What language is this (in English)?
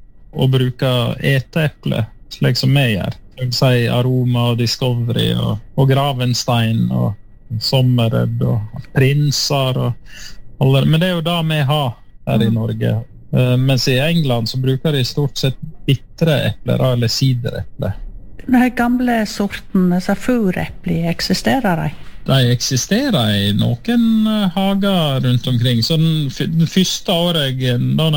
Norwegian